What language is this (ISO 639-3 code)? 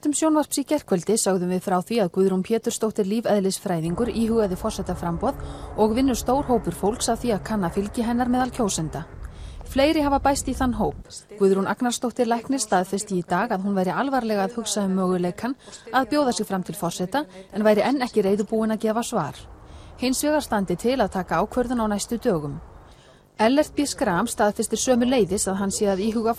isl